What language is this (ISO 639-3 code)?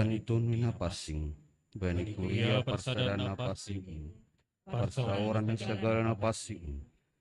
bts